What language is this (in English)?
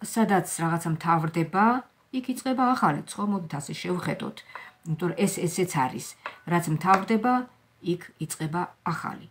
Georgian